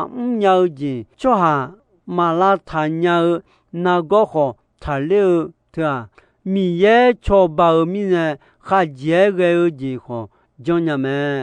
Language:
Akha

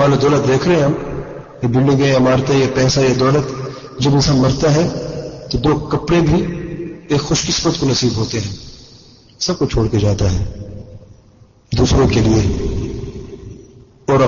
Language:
Urdu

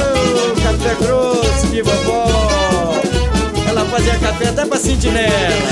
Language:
Portuguese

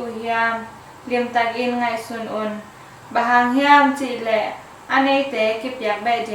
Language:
Tedim Chin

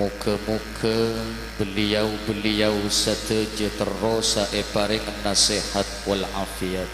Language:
Madurese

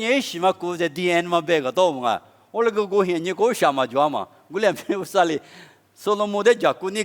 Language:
Lisu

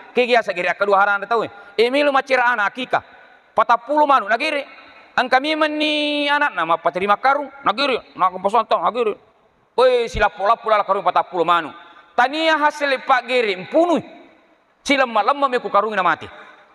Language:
Buginese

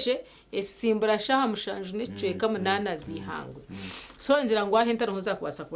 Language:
Nyankole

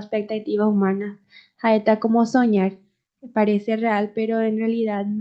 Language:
Guarani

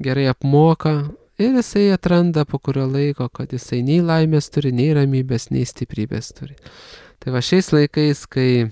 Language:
Lithuanian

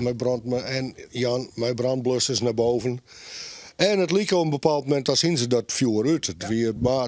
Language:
Western Frisian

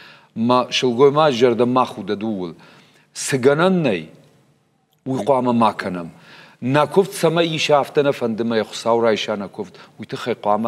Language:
Ossetic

